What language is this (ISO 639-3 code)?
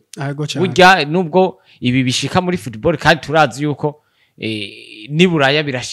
run